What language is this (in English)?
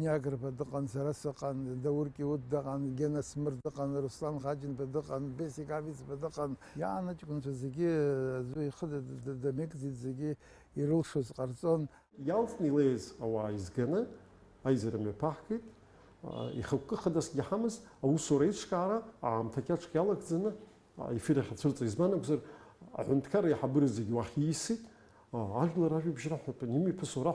Abkhazian